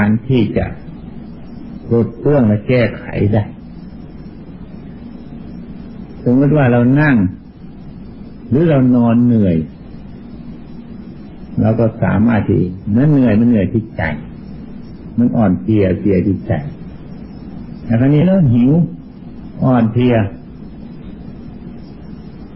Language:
Thai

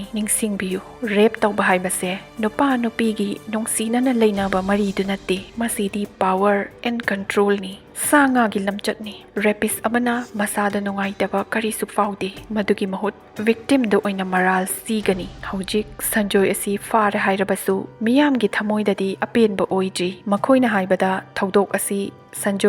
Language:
Manipuri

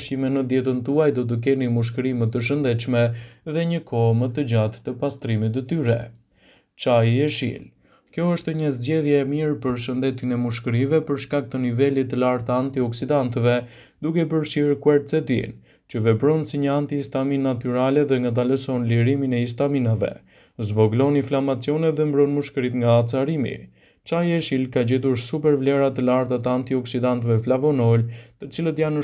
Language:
Albanian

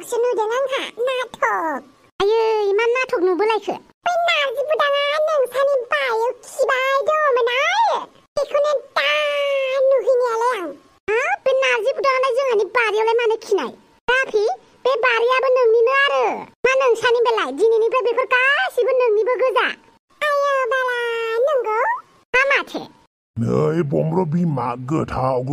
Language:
Bodo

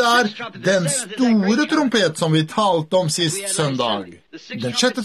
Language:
Norwegian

